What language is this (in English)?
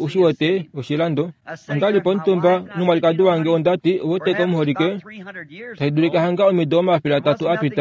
Kuanyama